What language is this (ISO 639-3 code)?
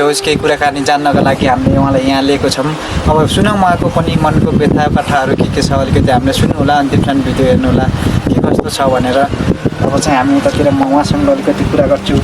nep